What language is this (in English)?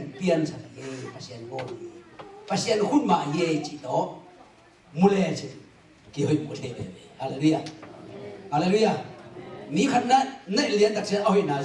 Tedim Chin